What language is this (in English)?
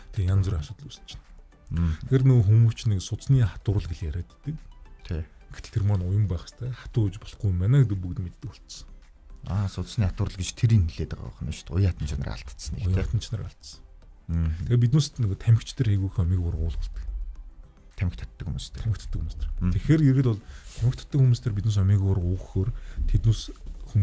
Mongolian